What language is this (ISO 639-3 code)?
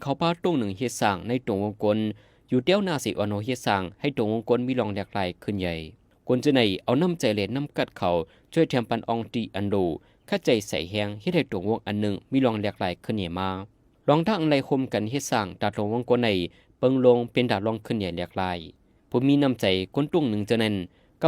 shn